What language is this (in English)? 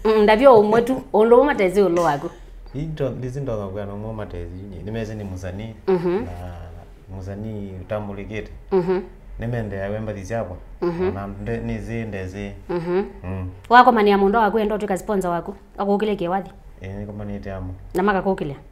Kamba